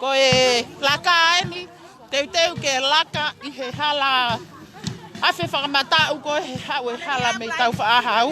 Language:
Tongan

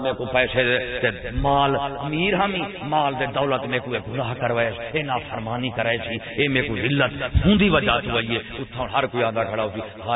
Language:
Saraiki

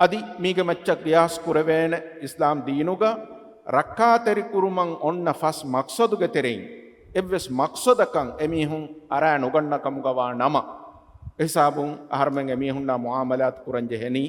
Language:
Divehi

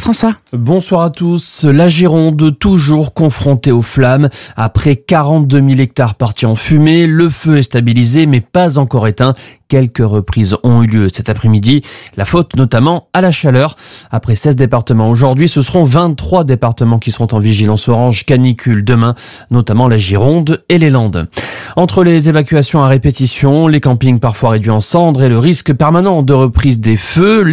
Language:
French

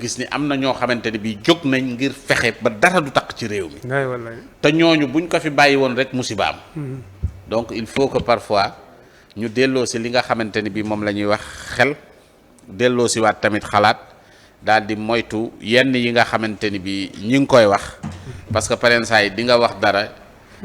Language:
Wolof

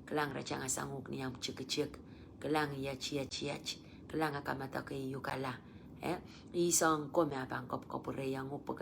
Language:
Pohnpeian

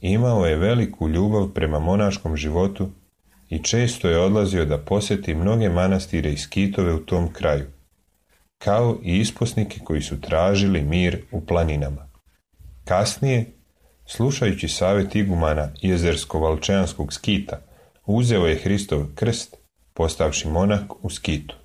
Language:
Serbian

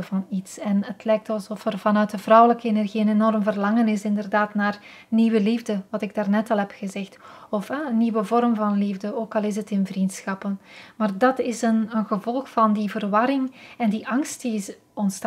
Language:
Dutch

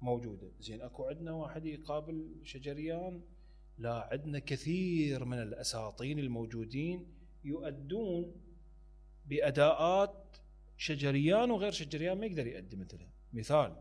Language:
Mesopotamian Arabic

